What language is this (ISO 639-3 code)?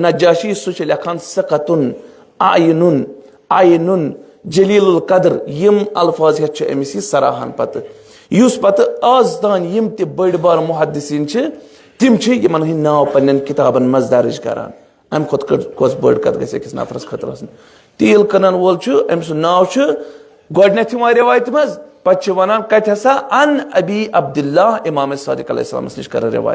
kas